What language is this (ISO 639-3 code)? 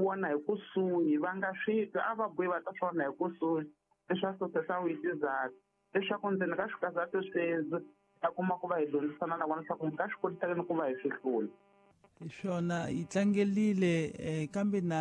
tso